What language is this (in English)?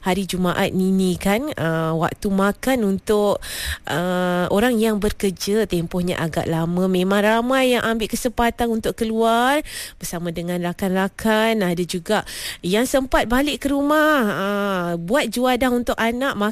Malay